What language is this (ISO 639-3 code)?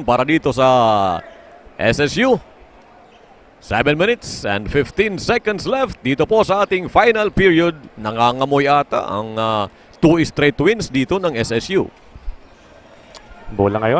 fil